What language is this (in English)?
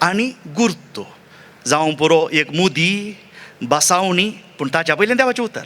Konkani